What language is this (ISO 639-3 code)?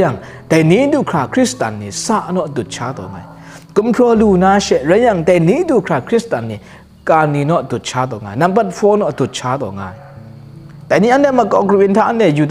kac